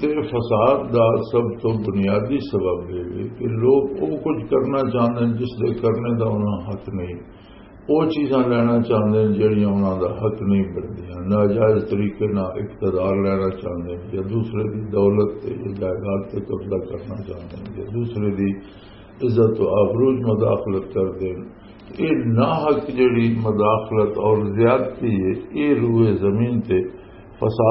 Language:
Western Panjabi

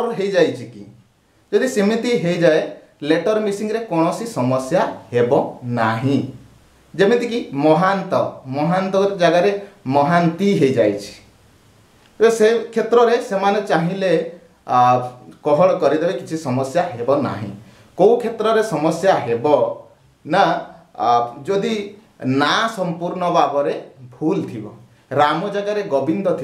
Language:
Odia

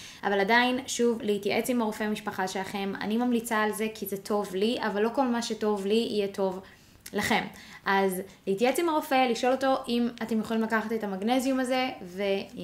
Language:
Hebrew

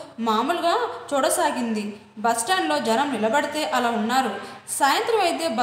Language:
Telugu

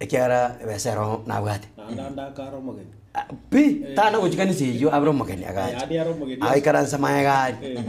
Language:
Gusii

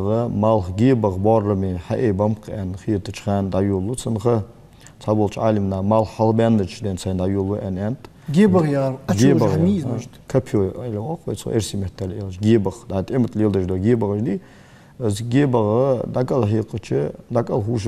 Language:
Ingush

